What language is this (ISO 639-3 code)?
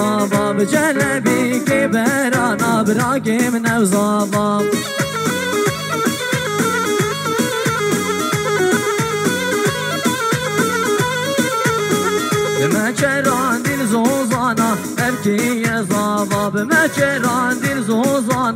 fas